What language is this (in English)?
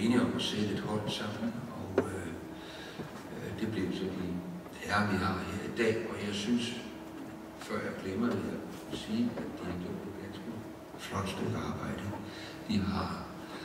Danish